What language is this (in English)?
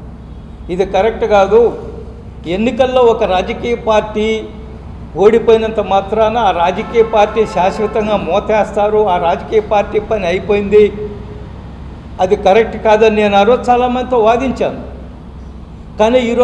Telugu